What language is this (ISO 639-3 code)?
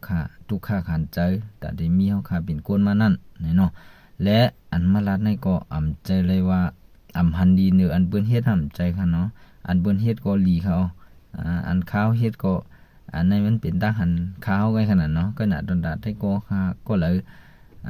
shn